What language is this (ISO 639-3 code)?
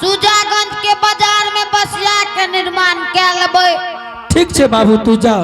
anp